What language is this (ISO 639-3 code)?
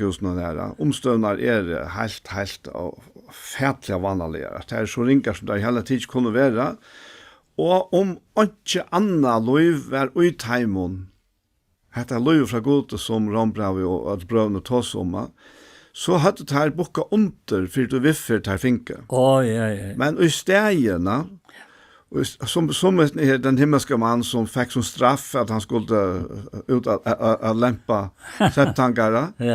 fao